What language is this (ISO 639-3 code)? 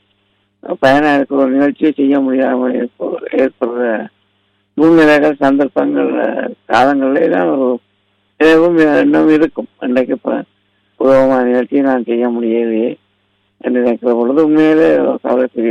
tam